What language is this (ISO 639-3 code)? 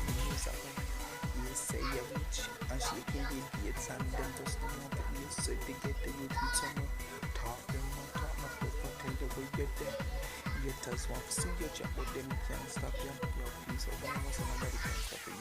jam